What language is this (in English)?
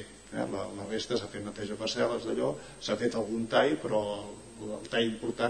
Catalan